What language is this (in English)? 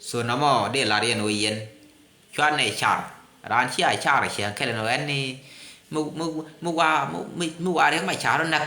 Nuer